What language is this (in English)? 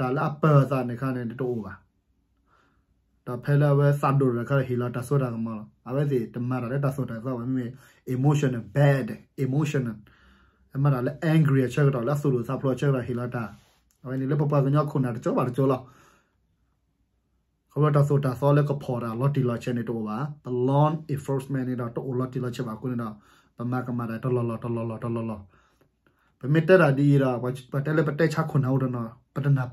S'gaw Karen